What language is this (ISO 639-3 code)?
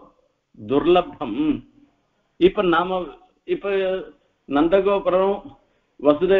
tam